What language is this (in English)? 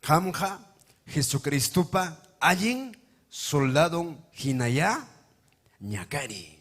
Ayacucho Quechua